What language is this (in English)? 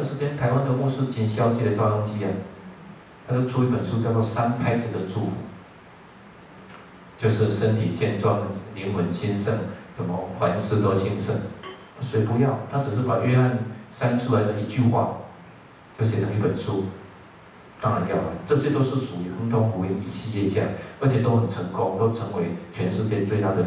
Chinese